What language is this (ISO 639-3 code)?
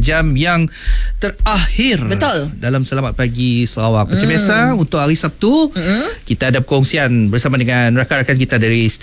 iba